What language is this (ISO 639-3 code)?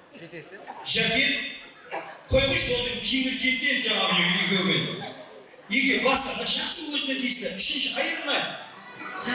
kaa